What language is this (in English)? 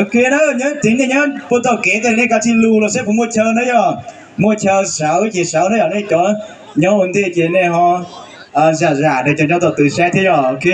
Hmong